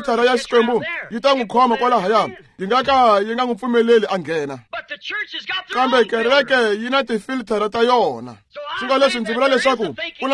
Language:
Tsonga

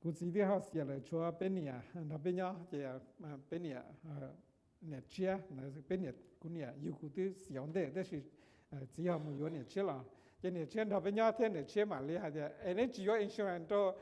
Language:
Hmong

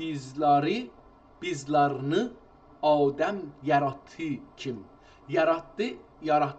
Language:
South Azerbaijani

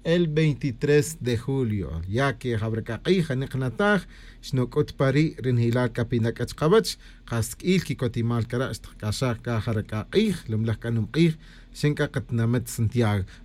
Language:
Tz'utujil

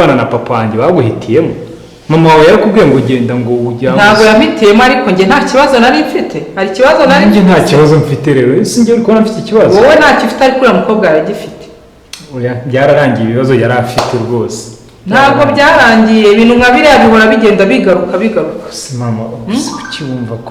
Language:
Kinyarwanda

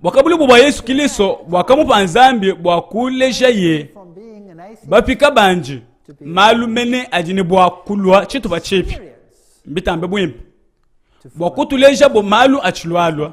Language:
Luba-Lulua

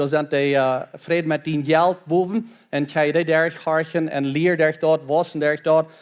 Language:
Plautdietsch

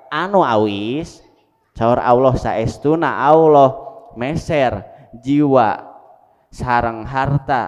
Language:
Sundanese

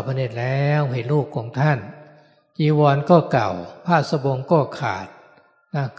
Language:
Thai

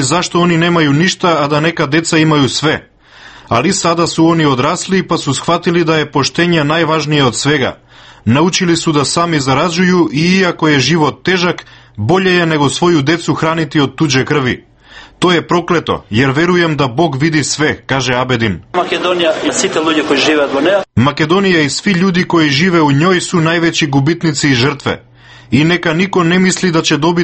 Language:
Serbian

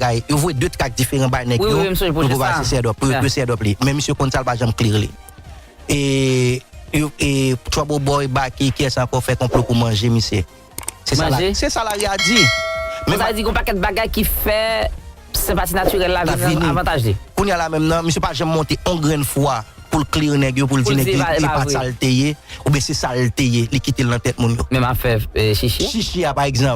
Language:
Haitian Creole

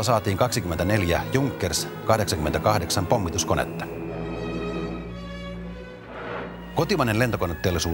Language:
Finnish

